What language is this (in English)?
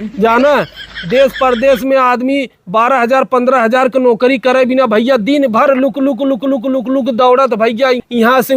Awadhi